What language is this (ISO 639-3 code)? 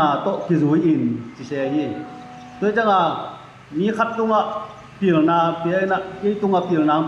ctd